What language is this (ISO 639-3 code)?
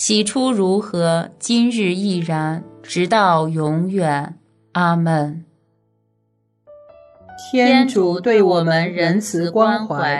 zho